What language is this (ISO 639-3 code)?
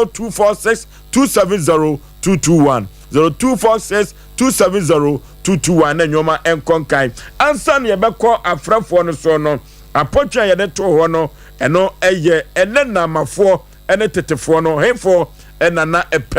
aka